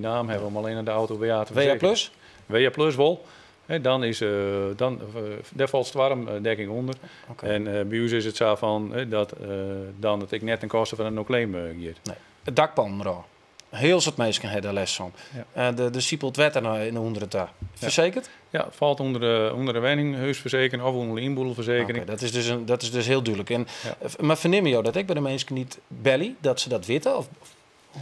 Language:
Western Frisian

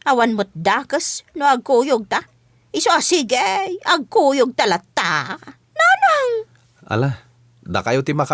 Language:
Iloko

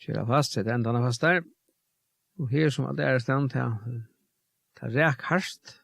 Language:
Faroese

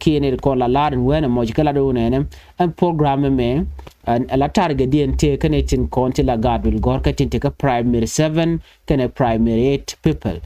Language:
Nuer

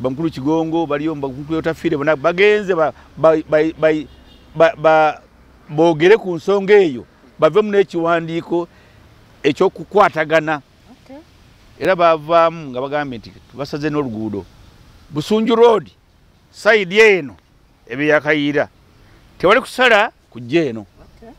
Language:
Ganda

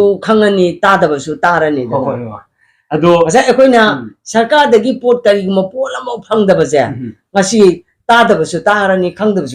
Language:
Manipuri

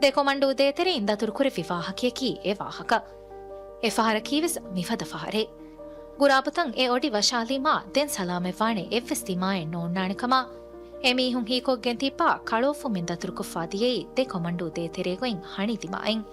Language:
Divehi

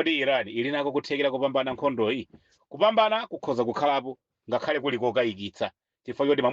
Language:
Nyanja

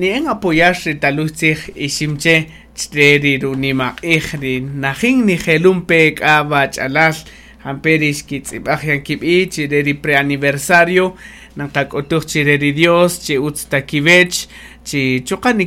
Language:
Kaqchikel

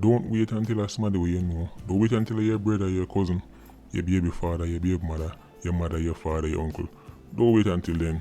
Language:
Jamaican Creole English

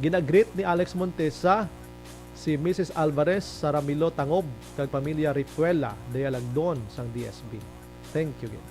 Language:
Hiligaynon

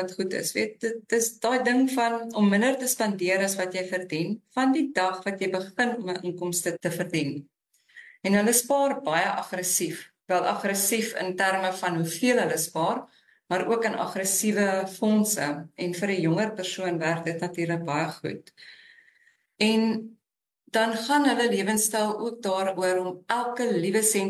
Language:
Afrikaans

